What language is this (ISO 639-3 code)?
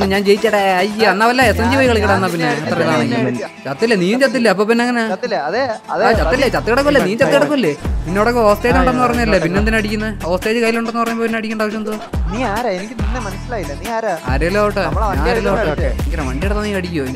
mal